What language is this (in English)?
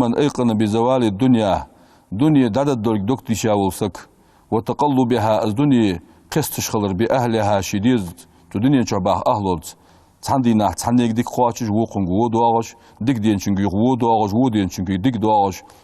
Ingush